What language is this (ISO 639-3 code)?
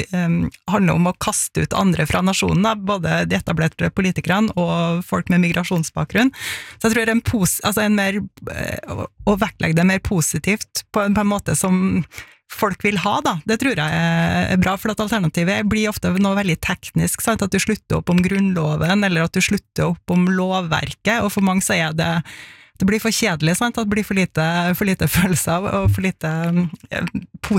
nor